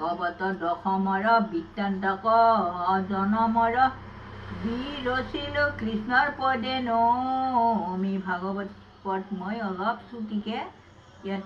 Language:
Assamese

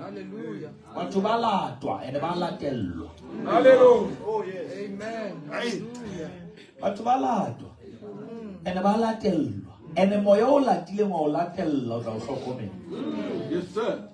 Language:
Southern Sotho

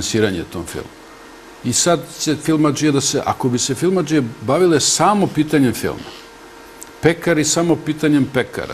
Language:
Serbian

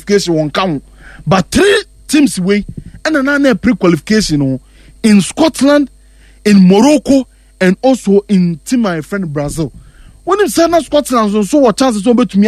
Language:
Akan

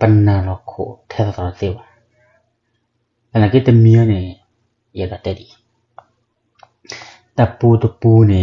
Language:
S'gaw Karen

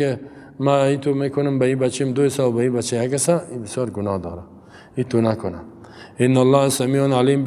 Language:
Persian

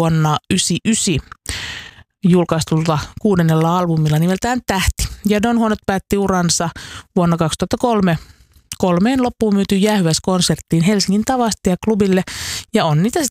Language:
Finnish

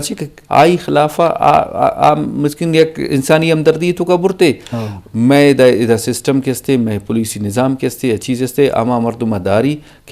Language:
Eastern Balochi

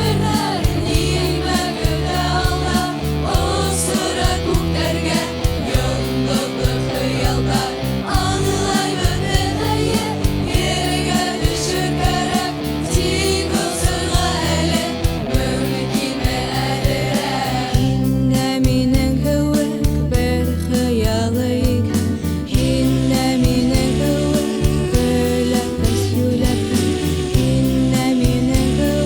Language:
Bashkir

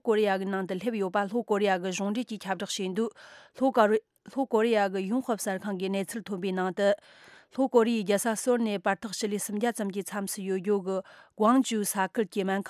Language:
Tibetan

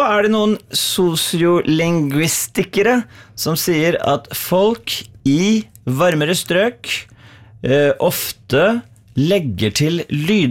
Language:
Norwegian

